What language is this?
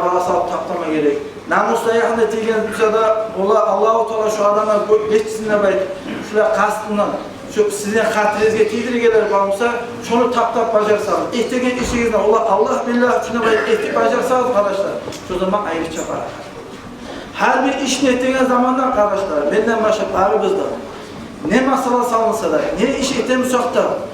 Kumyk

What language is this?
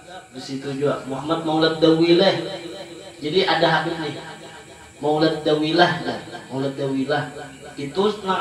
Banjar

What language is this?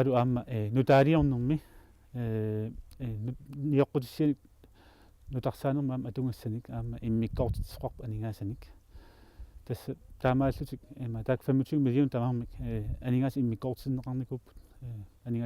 Kalaallisut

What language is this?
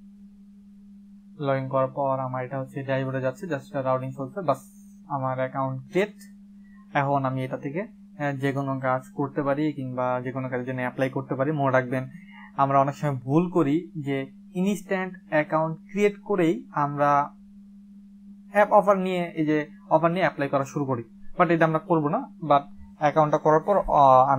Bangla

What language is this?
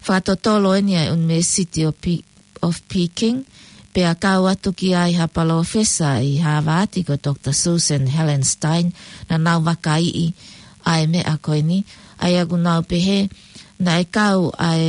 Tongan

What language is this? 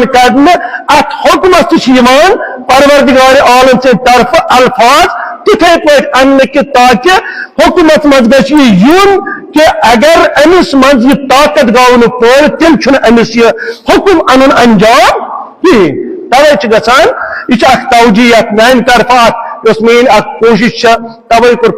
Kashmiri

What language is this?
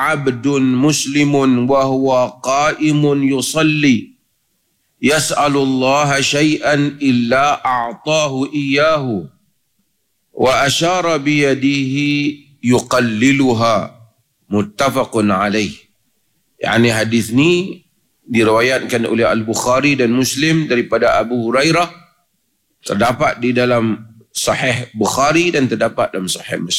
Malay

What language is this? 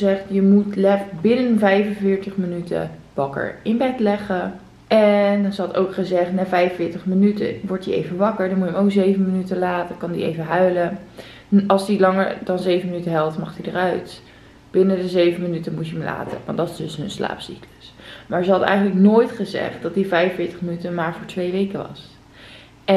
Dutch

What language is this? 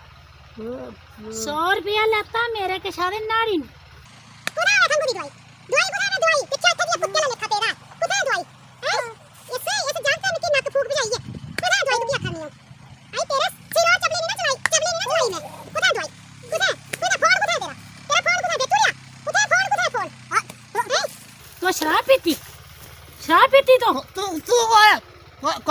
Dogri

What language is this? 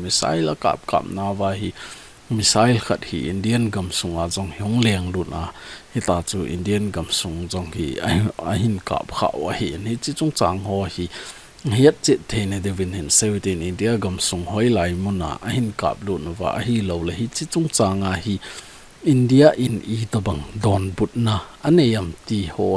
Thado Chin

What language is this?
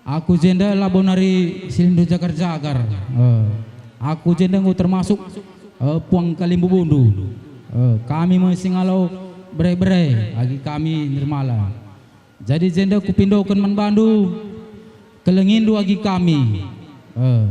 Batak Karo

